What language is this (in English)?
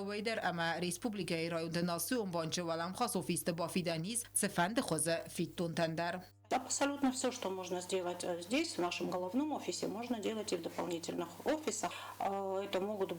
Ossetic